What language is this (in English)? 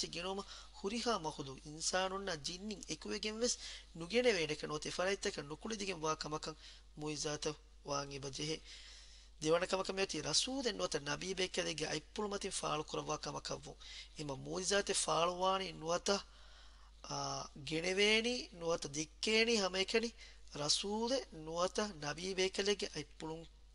Divehi